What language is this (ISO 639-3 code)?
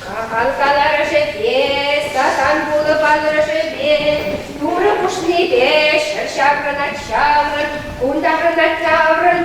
chv